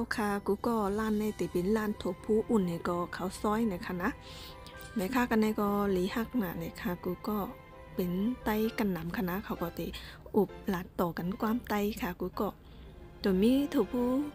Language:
Shan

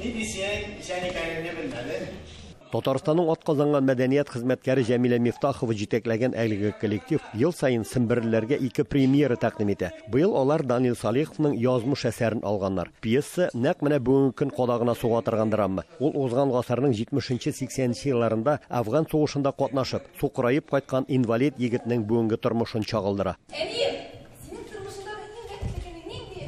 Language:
Tatar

